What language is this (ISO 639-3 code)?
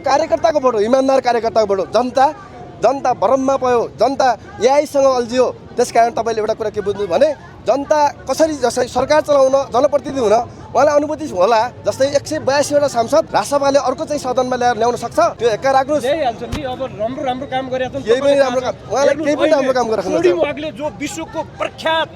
nep